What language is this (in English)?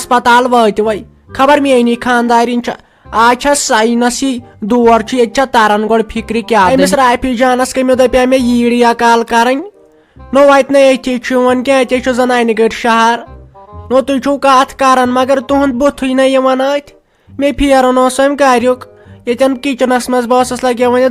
Kashmiri